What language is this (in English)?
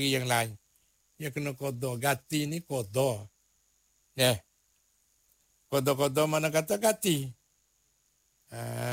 Malay